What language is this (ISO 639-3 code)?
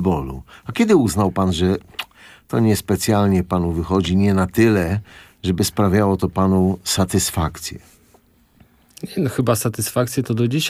pol